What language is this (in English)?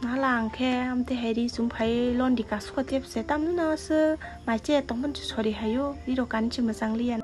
Kok Borok